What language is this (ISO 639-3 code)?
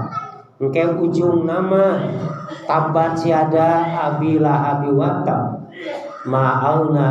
sun